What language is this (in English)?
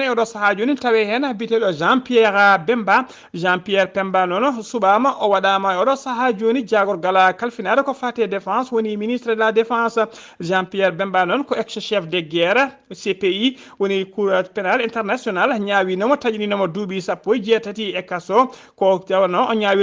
Fula